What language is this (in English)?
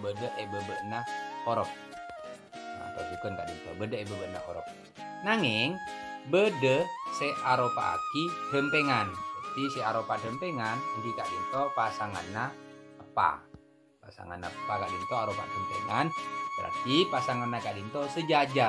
Madurese